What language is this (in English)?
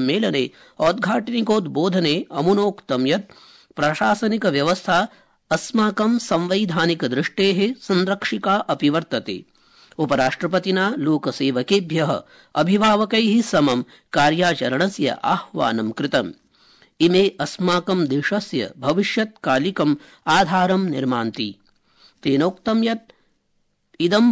Sanskrit